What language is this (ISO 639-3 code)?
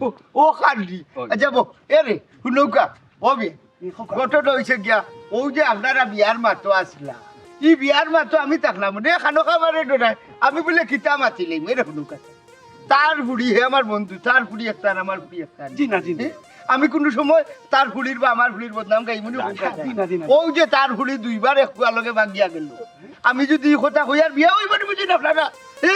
syl